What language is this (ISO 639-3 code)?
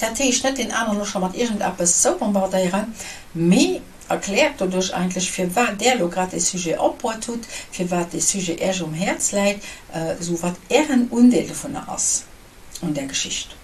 ltz